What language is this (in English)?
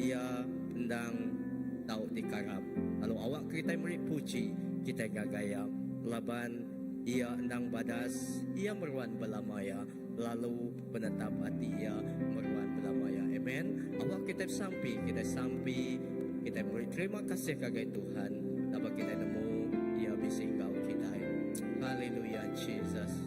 Iban